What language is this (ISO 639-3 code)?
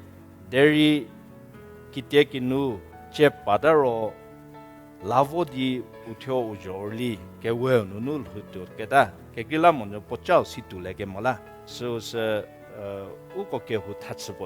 njm